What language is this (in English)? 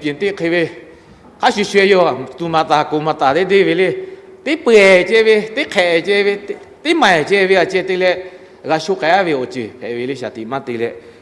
Lahu